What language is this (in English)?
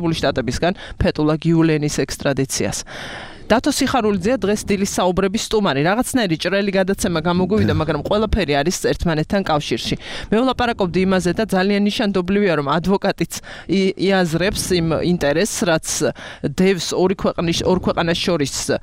Georgian